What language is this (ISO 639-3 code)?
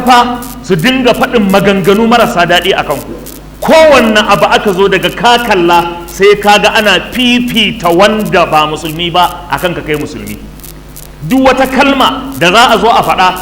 hau